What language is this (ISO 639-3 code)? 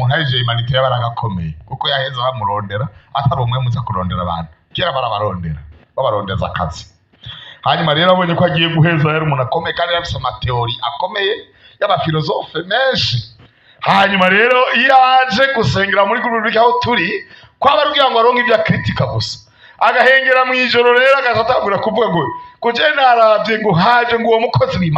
run